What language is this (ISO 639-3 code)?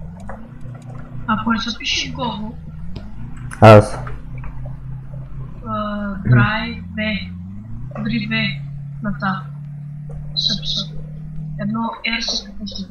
bul